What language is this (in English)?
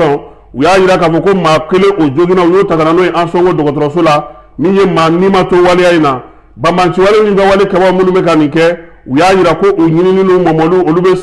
Bambara